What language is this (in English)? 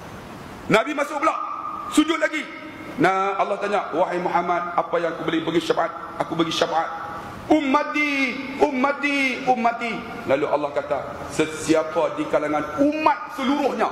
Malay